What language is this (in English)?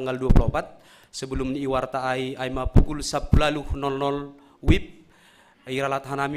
Batak Simalungun